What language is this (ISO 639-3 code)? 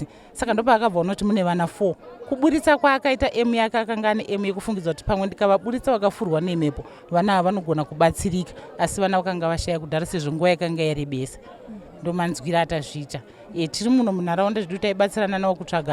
sna